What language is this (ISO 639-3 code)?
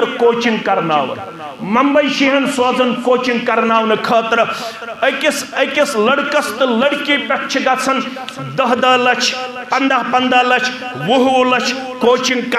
kas